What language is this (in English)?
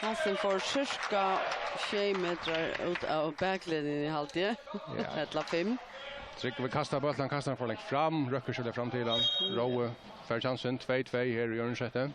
Faroese